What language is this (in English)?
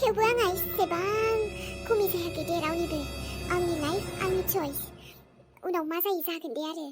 Bodo